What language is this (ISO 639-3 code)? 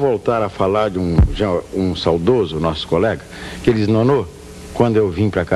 por